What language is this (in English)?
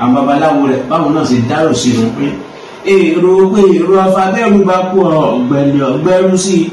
Yoruba